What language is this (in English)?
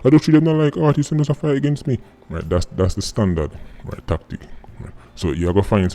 Jamaican Creole English